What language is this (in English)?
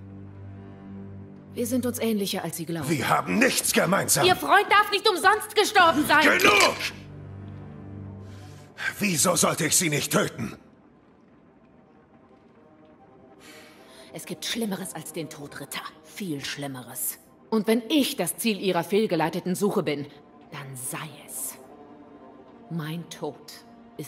German